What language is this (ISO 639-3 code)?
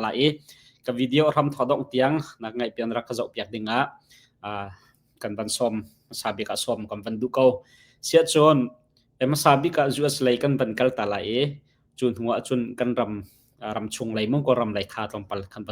cnh